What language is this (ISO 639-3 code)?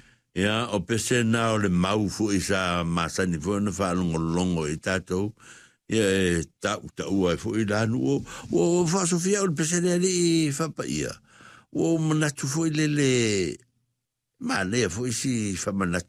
smo